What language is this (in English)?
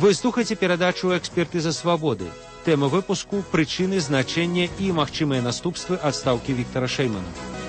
Belarusian